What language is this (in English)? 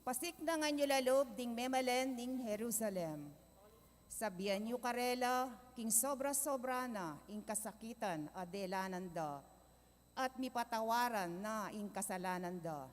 Pampanga